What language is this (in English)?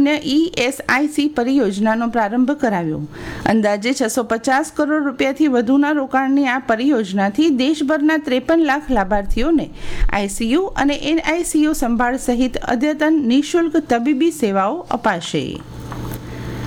Gujarati